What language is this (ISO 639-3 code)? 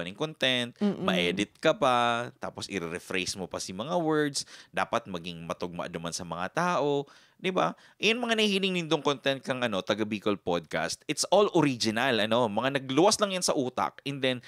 bik